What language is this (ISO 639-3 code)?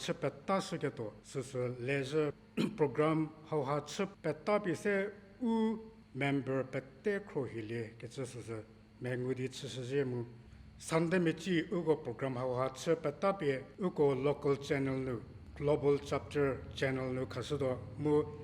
njm